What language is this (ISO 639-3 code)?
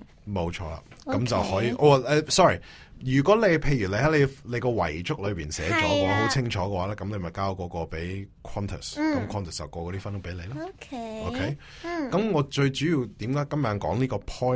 yue